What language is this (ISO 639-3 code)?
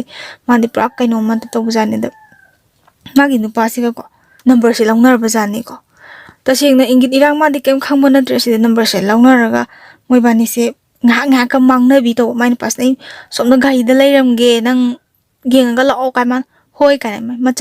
mni